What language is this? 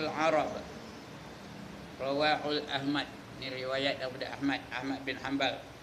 Malay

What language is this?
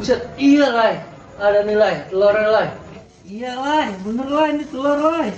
Betawi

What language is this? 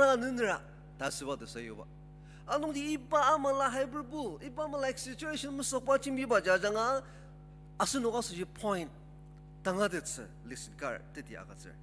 Ao Naga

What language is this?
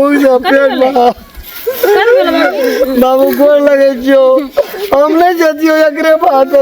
Maithili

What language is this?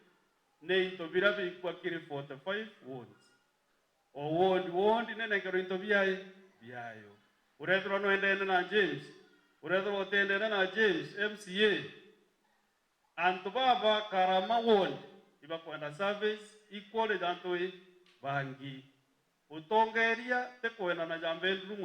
Meru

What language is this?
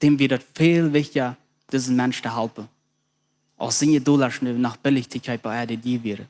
Plautdietsch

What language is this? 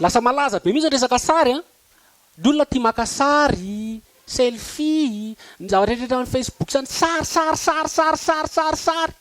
Malagasy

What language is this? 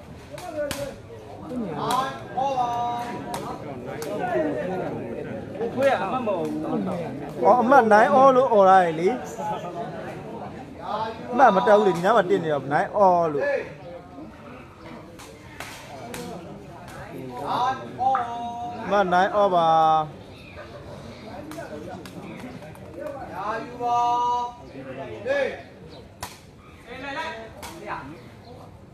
Burmese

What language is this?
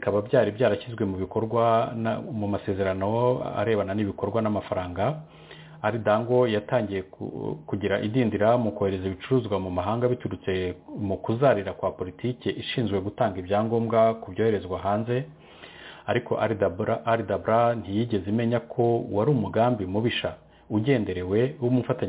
Kinyarwanda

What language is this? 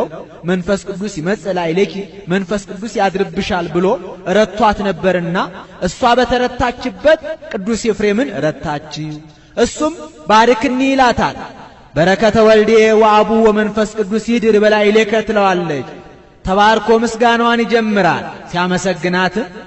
Amharic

